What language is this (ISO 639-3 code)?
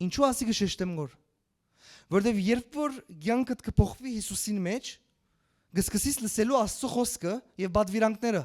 hyw